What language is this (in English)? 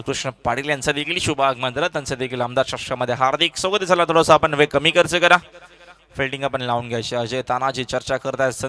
Marathi